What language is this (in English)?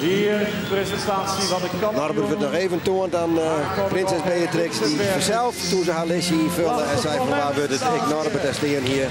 Western Frisian